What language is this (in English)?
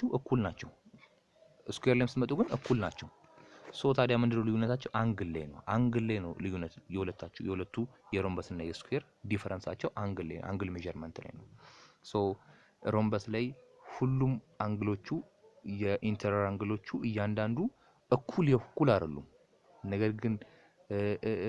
Amharic